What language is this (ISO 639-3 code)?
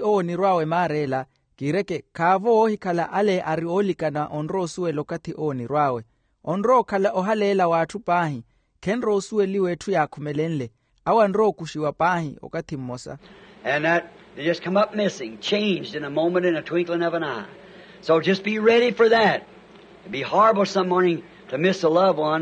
vmw